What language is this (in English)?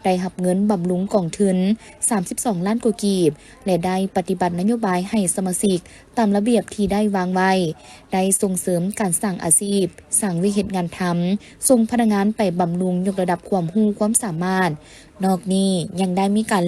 Lao